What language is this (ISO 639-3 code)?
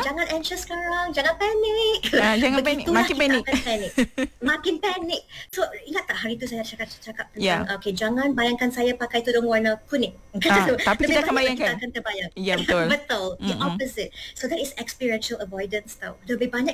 msa